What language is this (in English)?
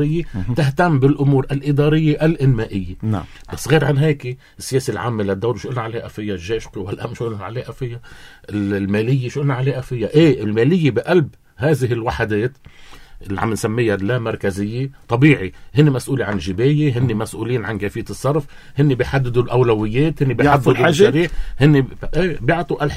North Levantine Arabic